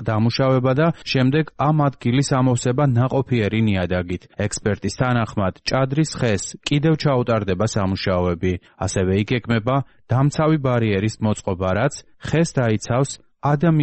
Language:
Georgian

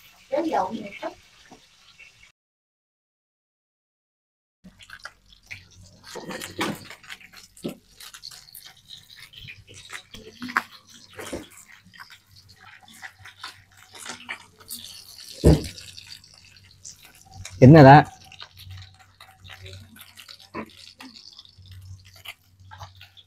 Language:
Vietnamese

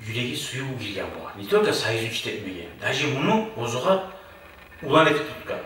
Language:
Kumyk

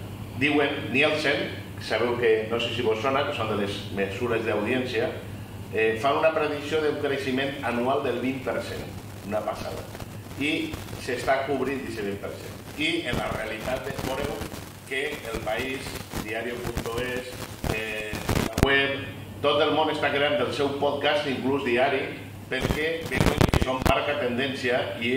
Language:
Catalan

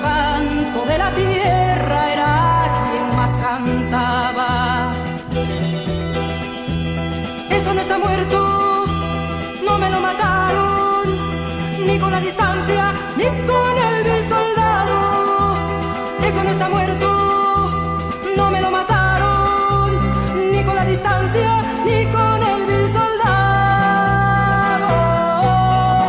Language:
Spanish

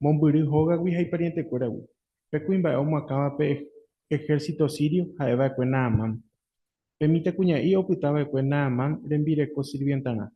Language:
Guarani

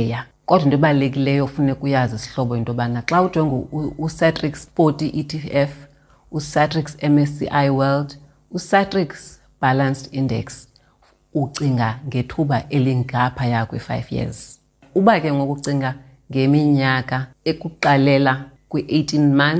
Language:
Xhosa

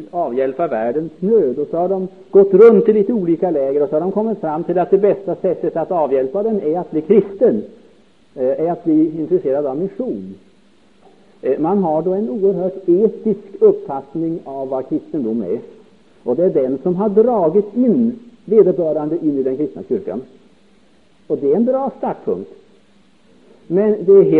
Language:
Swedish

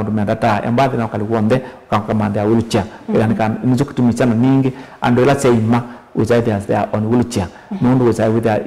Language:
Kamba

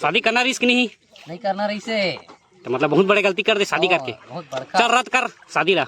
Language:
Chhattisgarhi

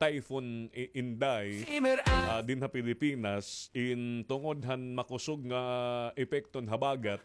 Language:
Waray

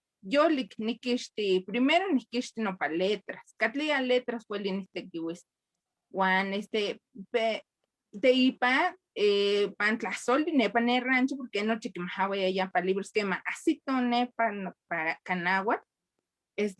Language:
Eastern Huasteca Nahuatl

